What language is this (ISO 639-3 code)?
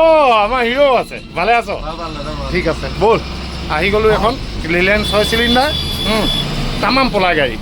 asm